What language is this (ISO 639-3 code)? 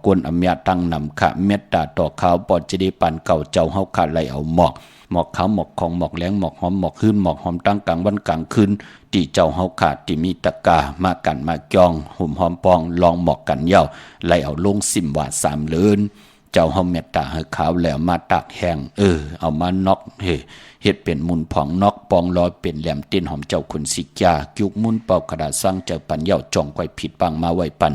shn